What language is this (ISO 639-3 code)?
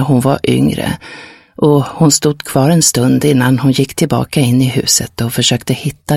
swe